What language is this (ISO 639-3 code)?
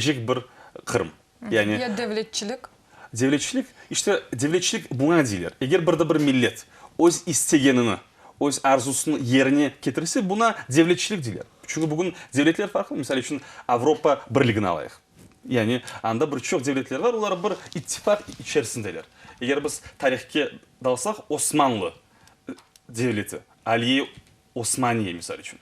crh